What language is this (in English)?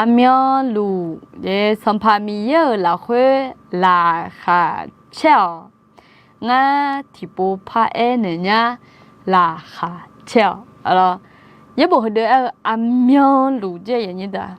Akha